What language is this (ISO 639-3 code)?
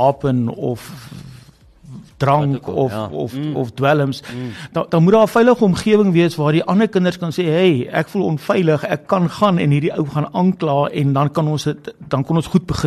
afr